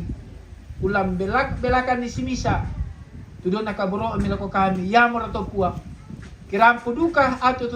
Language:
Toraja-Sa'dan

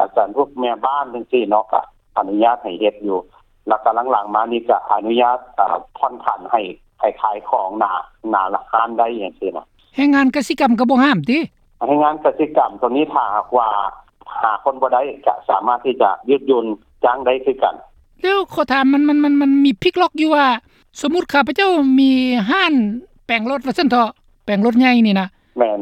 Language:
Lao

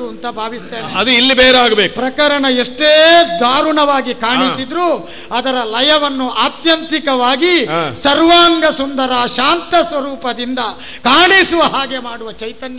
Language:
Kannada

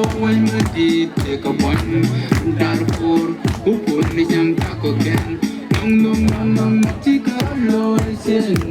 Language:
Nuer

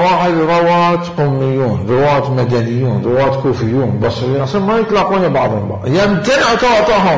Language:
Mesopotamian Arabic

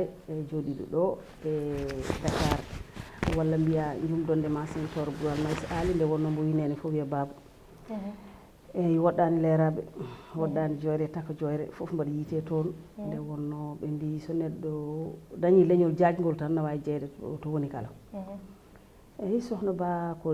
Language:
Fula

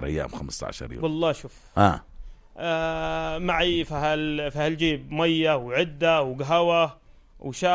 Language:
North Levantine Arabic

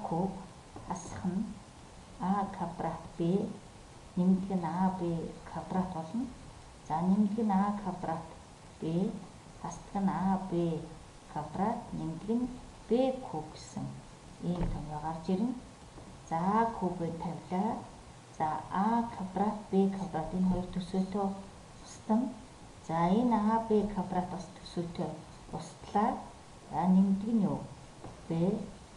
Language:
Mongolian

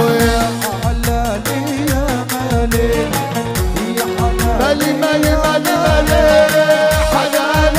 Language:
Arabic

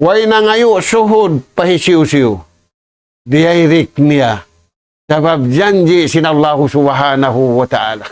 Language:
Tausug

